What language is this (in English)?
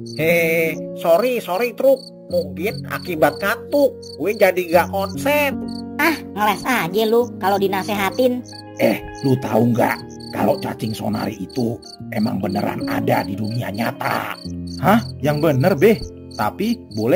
Betawi